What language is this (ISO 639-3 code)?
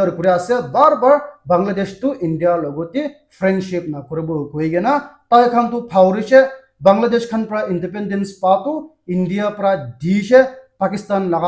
nag